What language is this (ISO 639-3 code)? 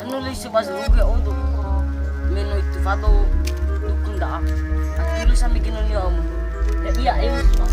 nia